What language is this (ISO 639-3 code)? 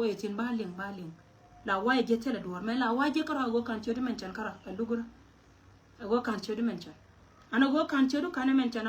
nus